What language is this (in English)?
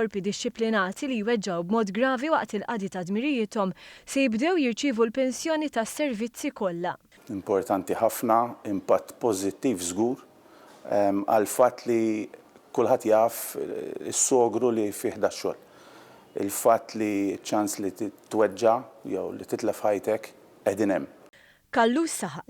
Maltese